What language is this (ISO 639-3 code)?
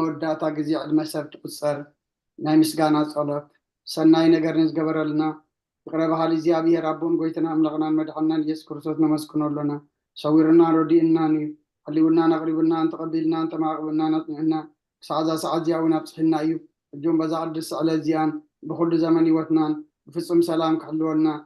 tir